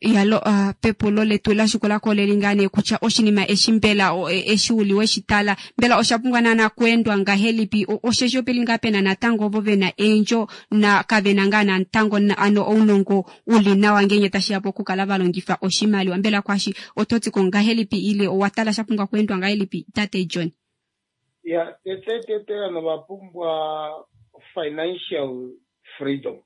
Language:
Kuanyama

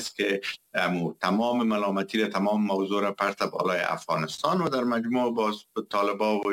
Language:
Persian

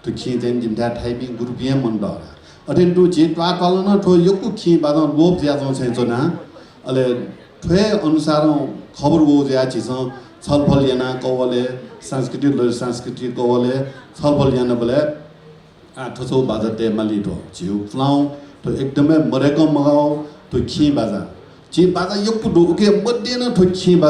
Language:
Newari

